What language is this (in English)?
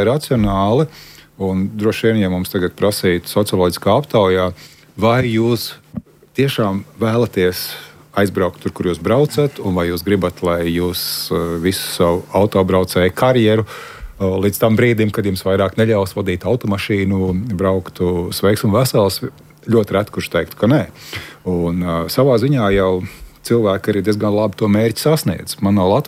Latvian